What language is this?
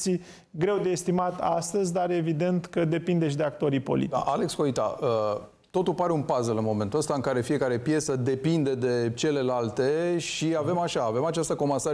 Romanian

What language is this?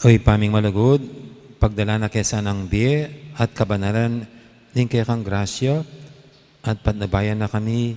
Pampanga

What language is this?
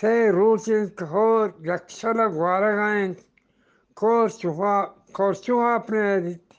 Eastern Balochi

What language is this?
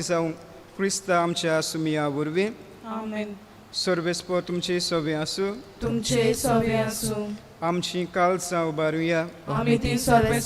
Konkani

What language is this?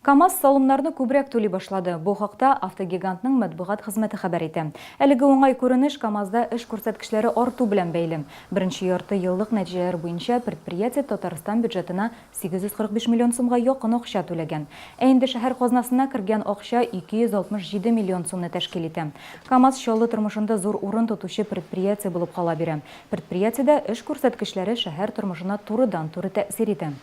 Tatar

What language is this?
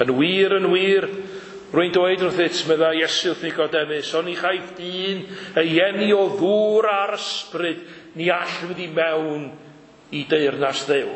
Welsh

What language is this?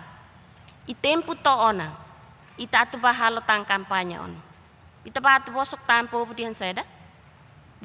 Tetum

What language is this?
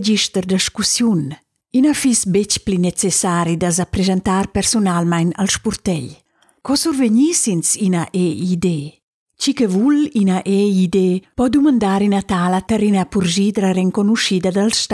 Romansh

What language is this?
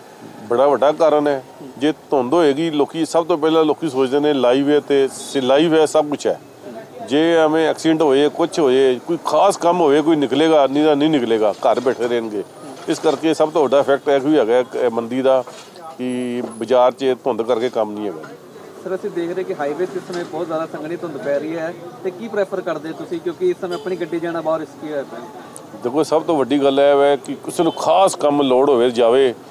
Punjabi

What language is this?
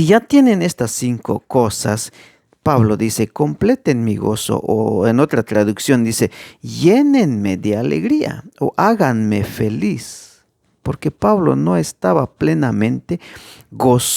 Tzeltal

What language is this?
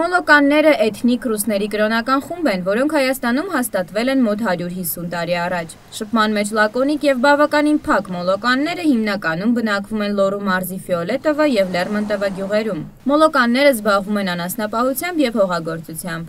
Armenian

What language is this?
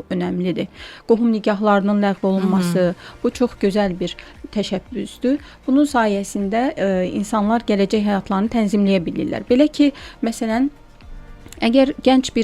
Azerbaijani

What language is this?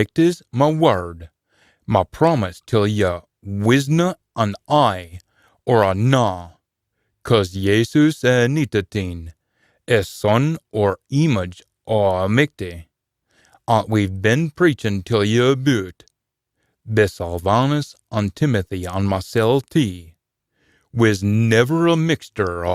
Scots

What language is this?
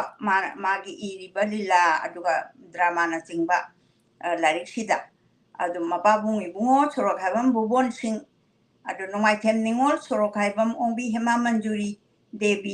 Manipuri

